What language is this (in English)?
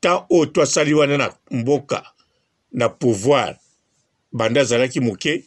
Lingala